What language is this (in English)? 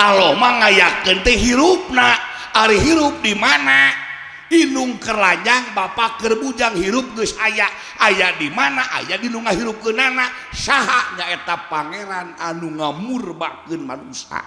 Sundanese